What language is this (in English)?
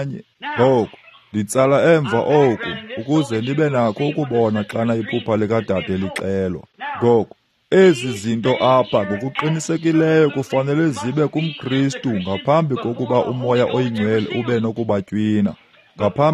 Xhosa